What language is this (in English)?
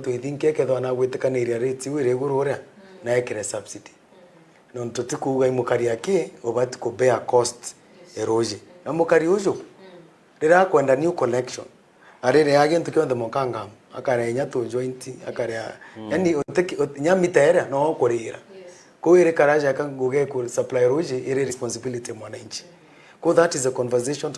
Meru